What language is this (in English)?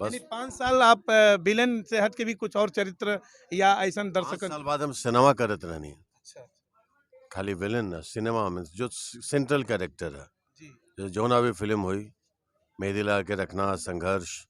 Bhojpuri